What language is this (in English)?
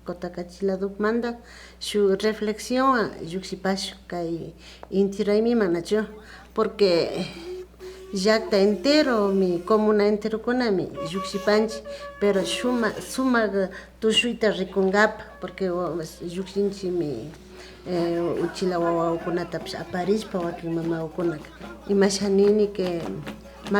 Imbabura Highland Quichua